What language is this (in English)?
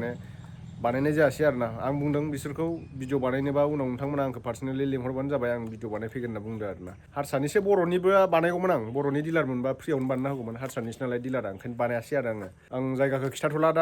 Bodo